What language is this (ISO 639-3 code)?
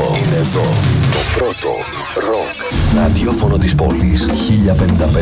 ell